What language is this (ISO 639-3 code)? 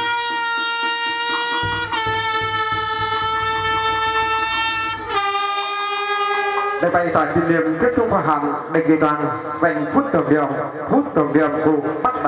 vie